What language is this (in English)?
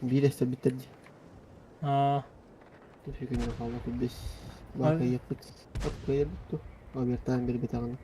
Yakut